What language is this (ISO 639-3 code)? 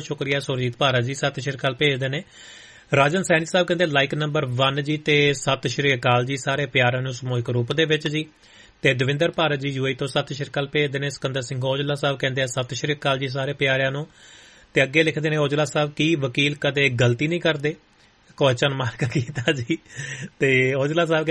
pan